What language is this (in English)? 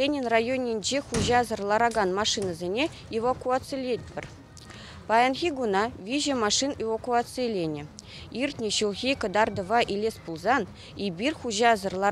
Chuvash